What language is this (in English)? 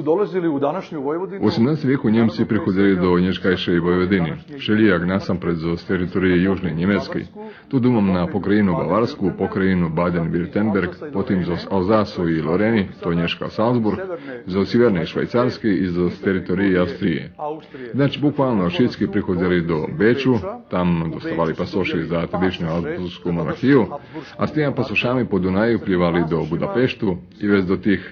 Rusyn